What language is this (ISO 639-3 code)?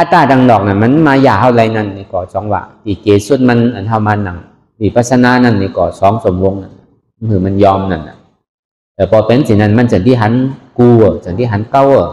shn